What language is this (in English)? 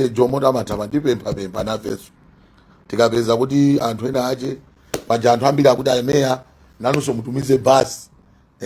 Nyanja